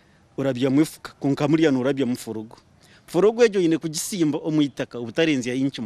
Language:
Nyankole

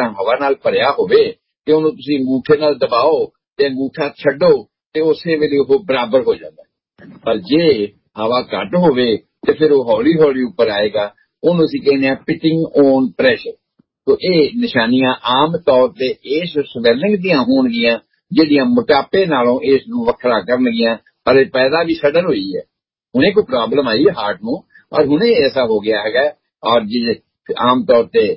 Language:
Punjabi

